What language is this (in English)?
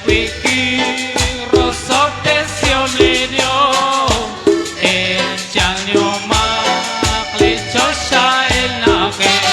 Kekchí